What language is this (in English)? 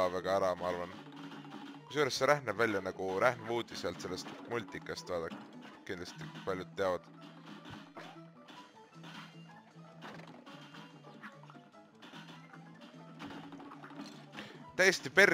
Estonian